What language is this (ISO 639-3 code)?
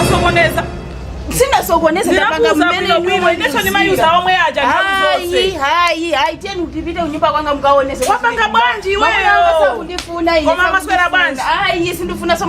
nya